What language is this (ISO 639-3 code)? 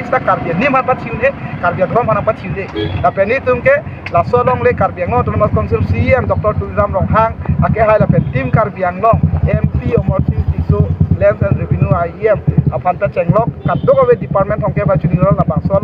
mjw